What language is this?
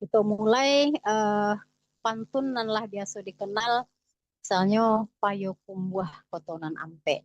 Minangkabau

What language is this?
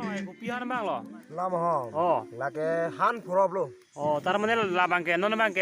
Karbi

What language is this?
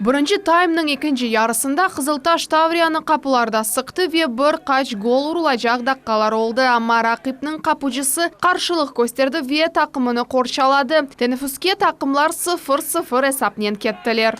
Crimean Tatar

